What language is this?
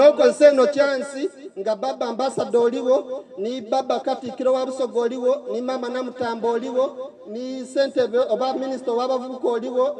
Soga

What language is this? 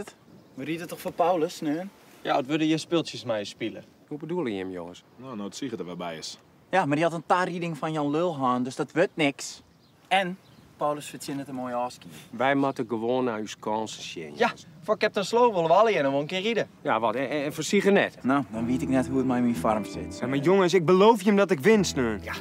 Western Frisian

